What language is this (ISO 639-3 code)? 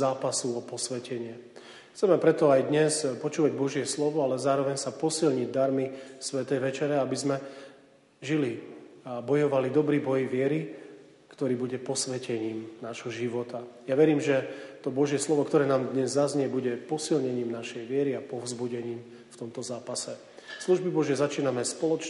slk